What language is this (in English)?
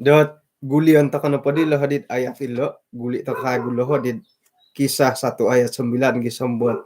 Central Dusun